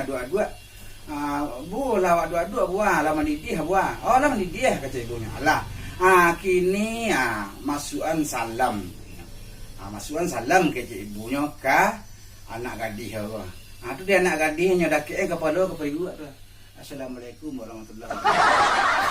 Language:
Minangkabau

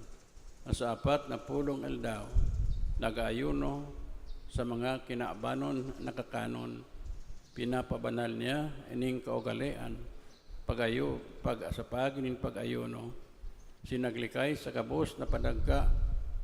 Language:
Bikol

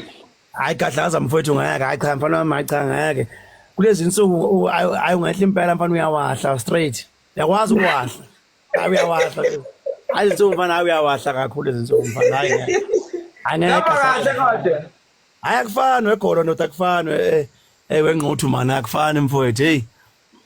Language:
Zulu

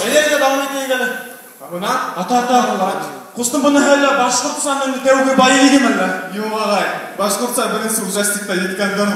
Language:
Bashkir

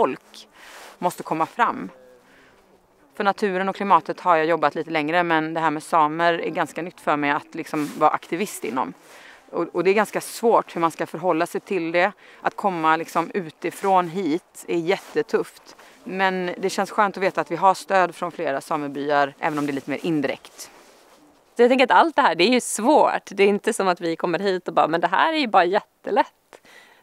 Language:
Swedish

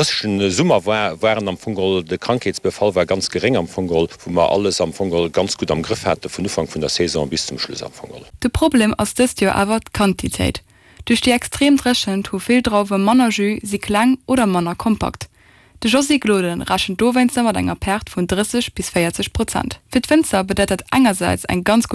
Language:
Luxembourgish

